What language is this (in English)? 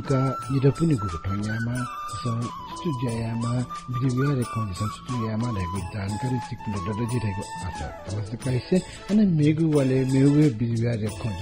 Newari